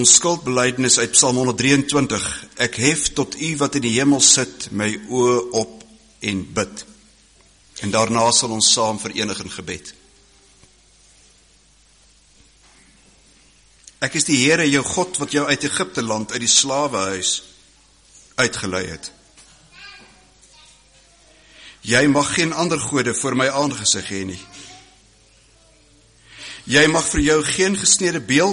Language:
Afrikaans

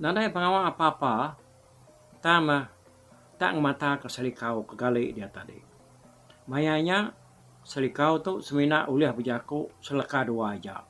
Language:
Iban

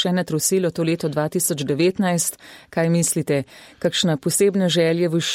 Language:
Slovenian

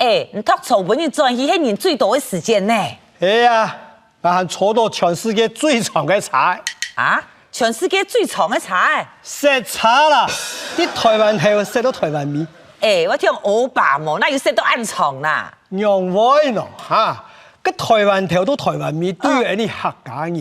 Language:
Hakka Chinese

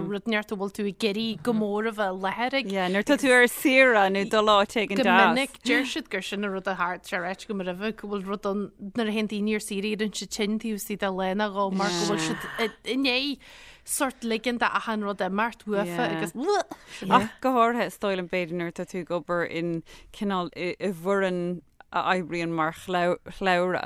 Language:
Irish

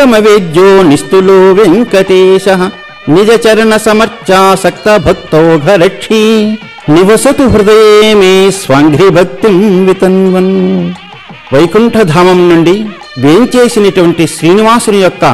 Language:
Telugu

